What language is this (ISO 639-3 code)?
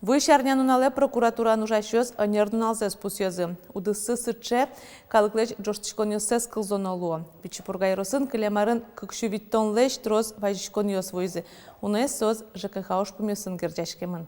udm